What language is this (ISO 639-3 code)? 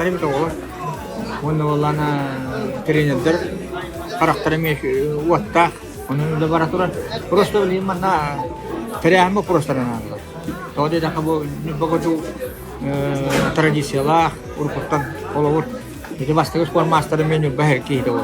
sah